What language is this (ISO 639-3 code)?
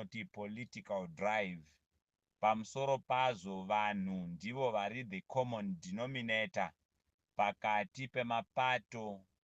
sna